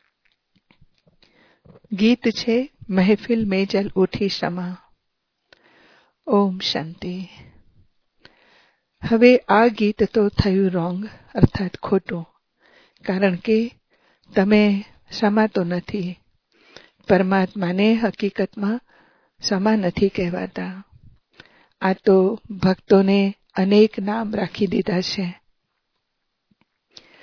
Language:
Gujarati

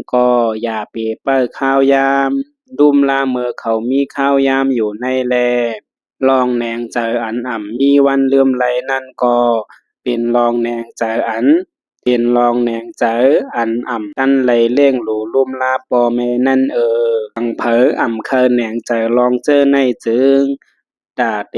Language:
Shan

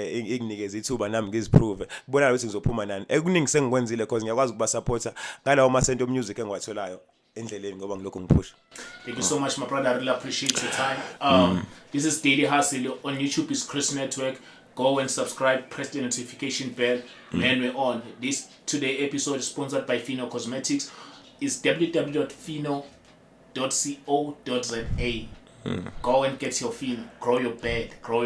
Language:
Zulu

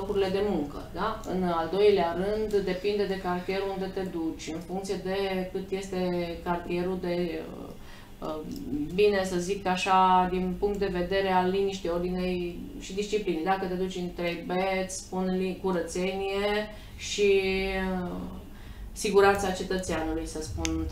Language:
Romanian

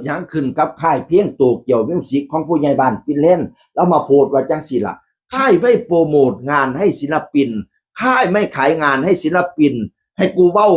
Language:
Northeastern Thai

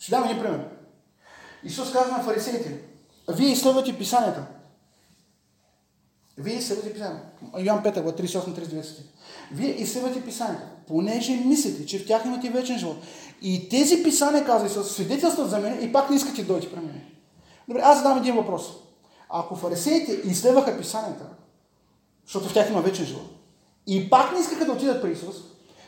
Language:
Bulgarian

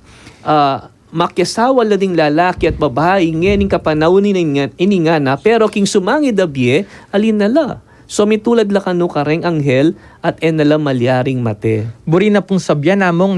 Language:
Pampanga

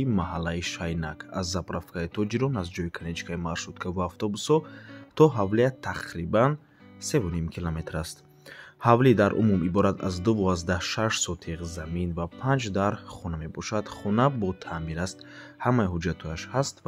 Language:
Tajik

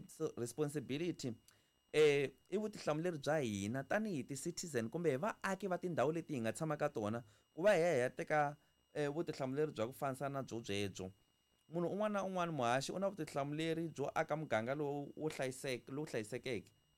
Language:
Tsonga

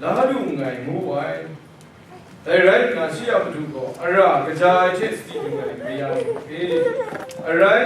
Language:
Kachin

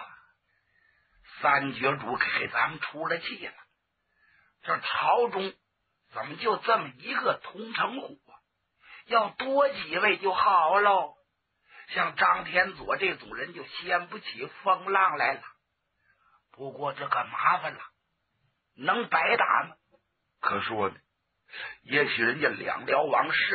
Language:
Chinese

